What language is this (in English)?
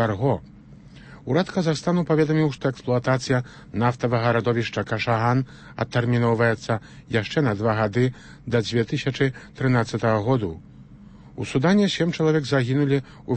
Belarusian